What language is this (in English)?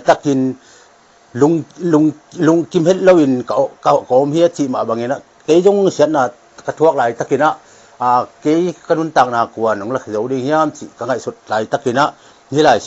Tedim Chin